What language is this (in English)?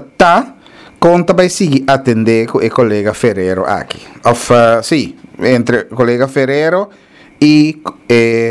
Papiamento